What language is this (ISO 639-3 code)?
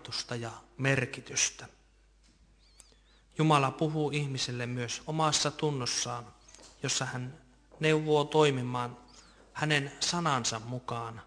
fin